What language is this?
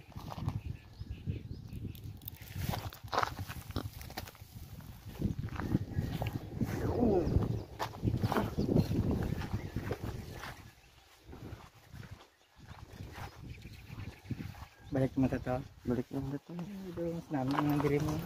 Filipino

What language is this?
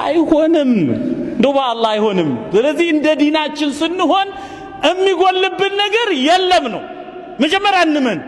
Amharic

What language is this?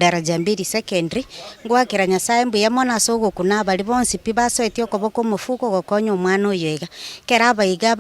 Gusii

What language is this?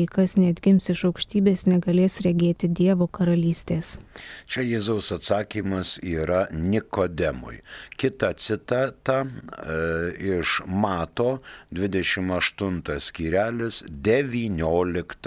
Lithuanian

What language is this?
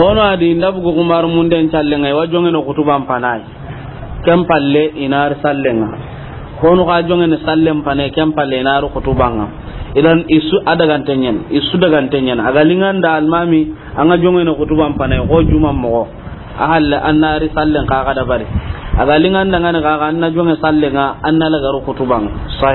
Soninke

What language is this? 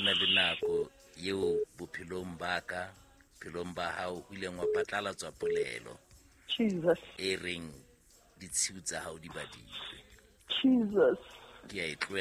Southern Sotho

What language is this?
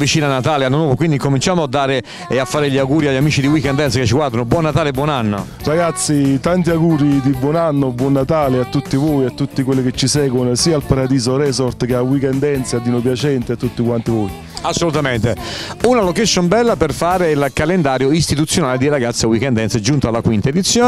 Italian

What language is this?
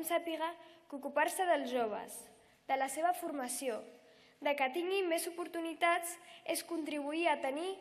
Catalan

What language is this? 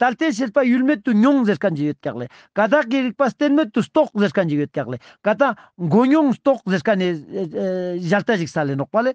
Ladakhi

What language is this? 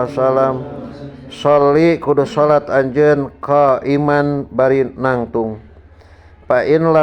Sundanese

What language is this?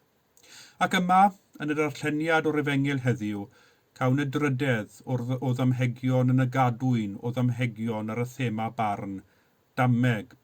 Welsh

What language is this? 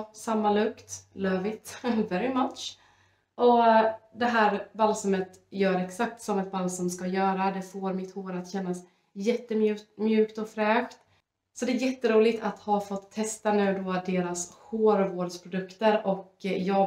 Swedish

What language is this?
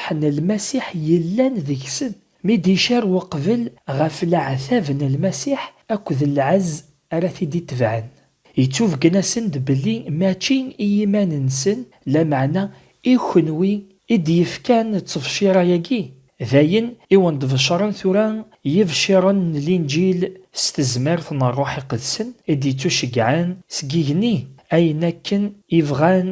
Kabyle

